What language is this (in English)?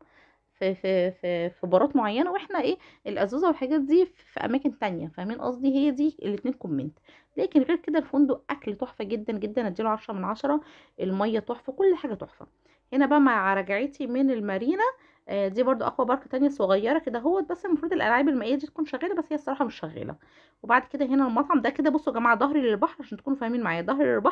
Egyptian Arabic